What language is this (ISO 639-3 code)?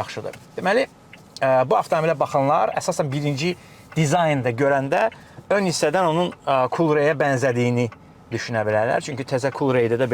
aze